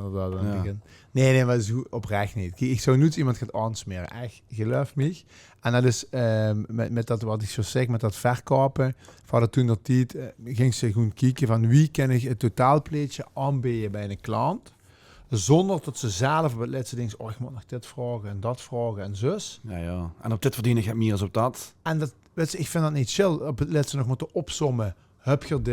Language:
Limburgish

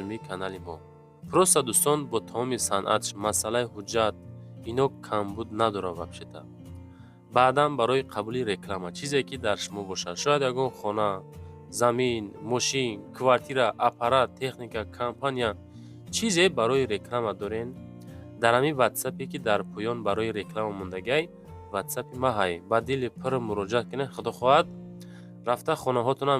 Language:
Tajik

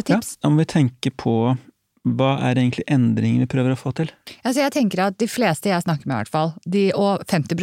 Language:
Norwegian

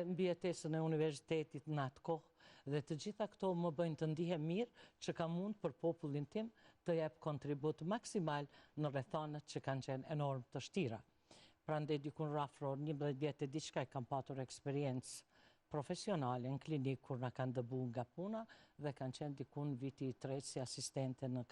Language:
Albanian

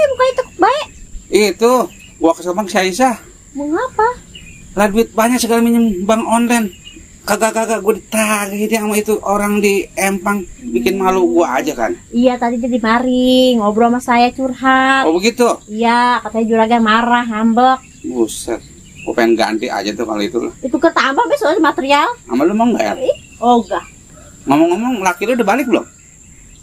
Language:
Betawi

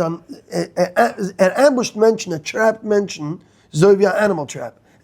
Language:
Yiddish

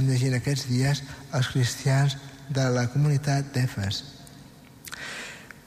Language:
Catalan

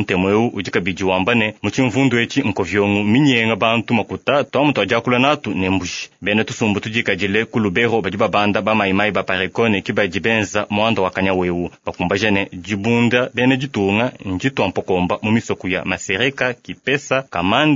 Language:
Luba-Lulua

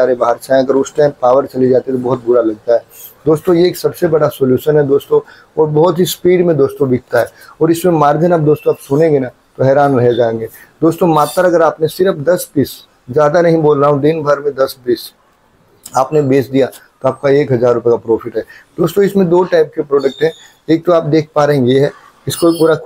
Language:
Hindi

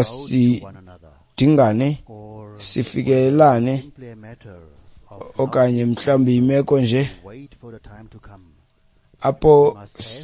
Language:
Xhosa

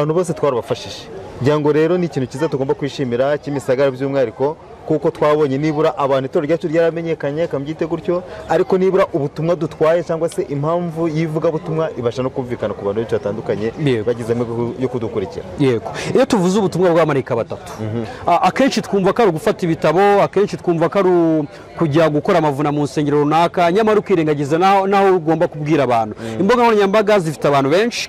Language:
Kinyarwanda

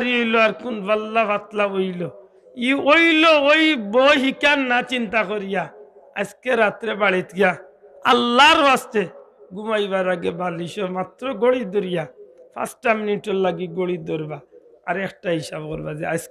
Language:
Sylheti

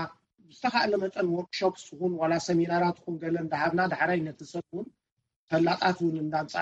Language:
Tigrinya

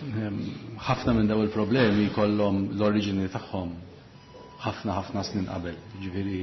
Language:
Maltese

